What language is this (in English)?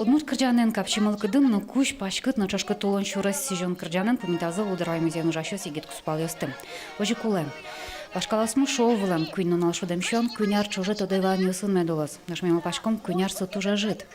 Udmurt